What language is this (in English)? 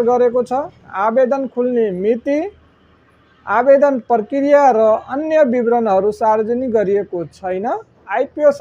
Nepali